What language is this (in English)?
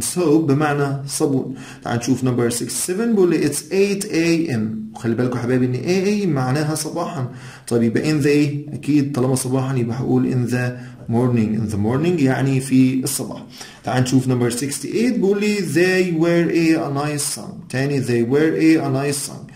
Egyptian Arabic